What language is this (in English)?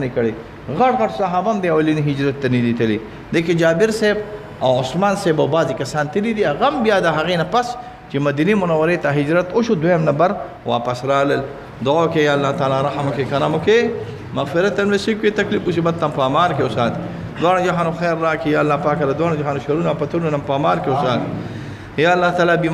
Pashto